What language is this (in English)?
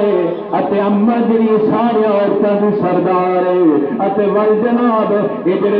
Saraiki